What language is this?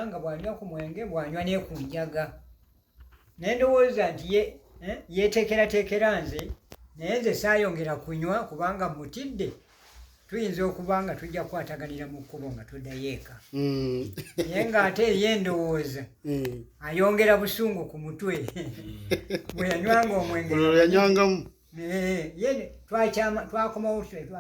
Ganda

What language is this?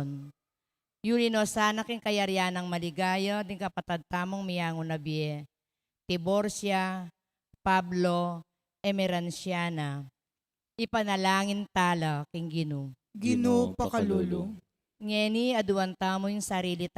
Pampanga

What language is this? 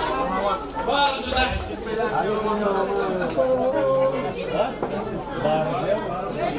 Turkish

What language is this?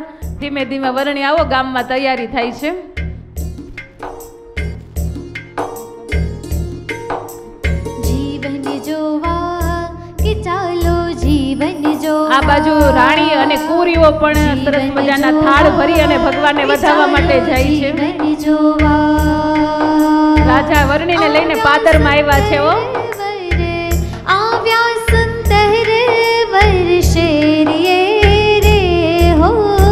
Gujarati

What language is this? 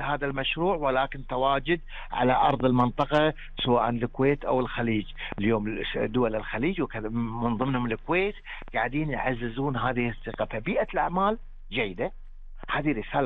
Gulf Arabic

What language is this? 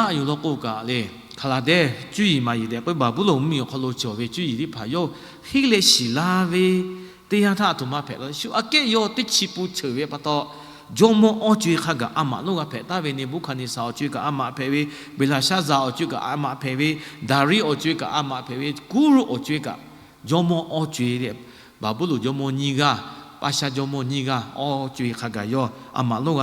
Lahu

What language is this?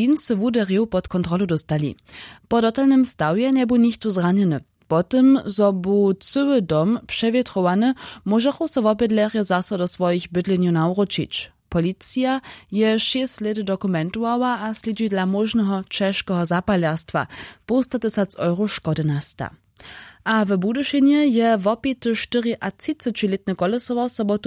Upper Sorbian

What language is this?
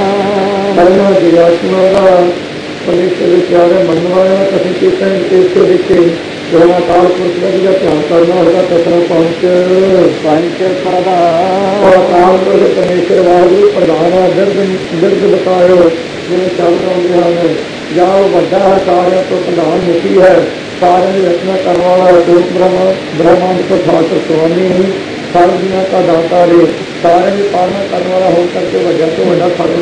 Punjabi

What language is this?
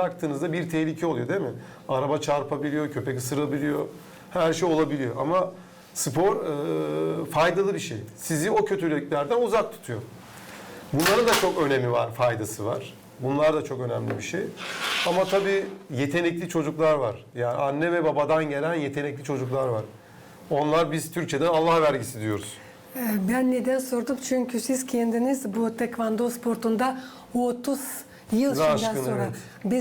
Gagauz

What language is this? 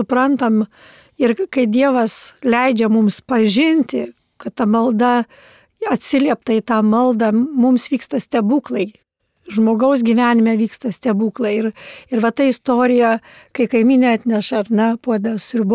Lithuanian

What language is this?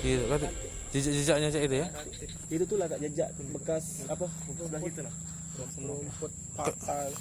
Musi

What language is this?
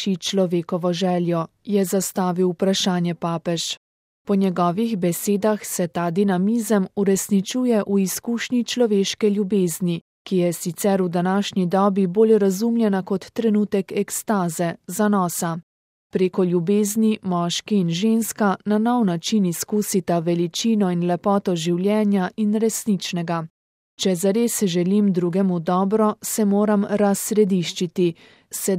Slovenian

